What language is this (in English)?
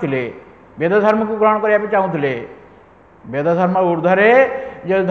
Odia